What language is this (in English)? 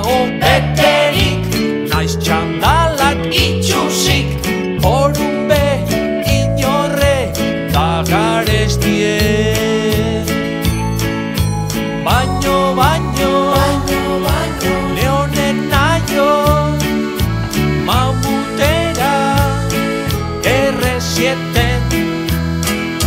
Basque